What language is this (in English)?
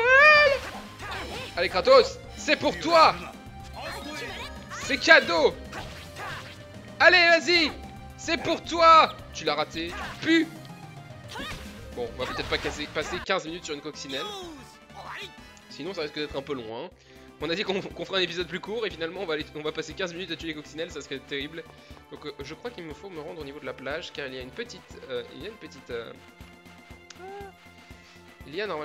French